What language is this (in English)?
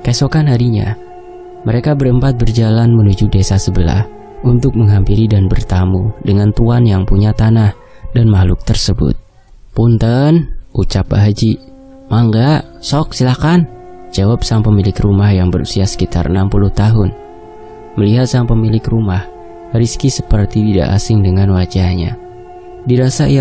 Indonesian